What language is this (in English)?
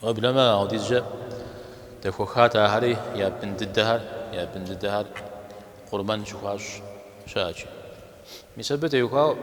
Kabardian